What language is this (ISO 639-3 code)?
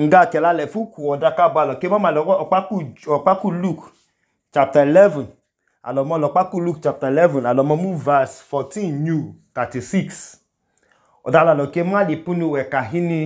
idu